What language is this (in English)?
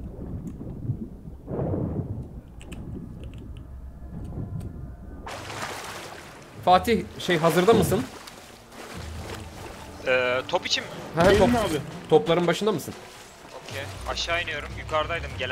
Turkish